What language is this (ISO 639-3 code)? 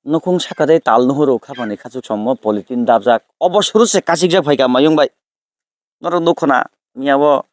trp